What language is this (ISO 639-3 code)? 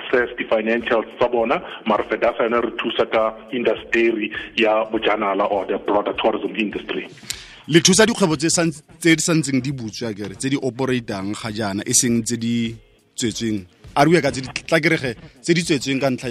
tsn